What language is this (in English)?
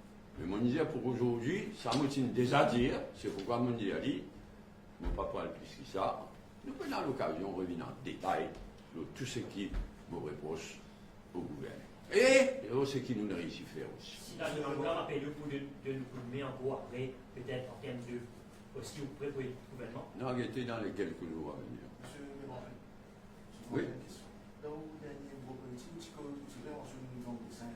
Morisyen